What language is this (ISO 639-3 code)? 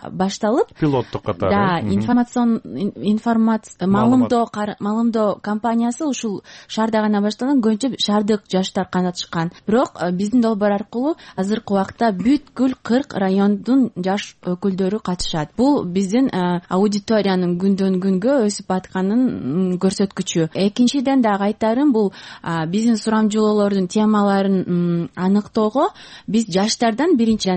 kir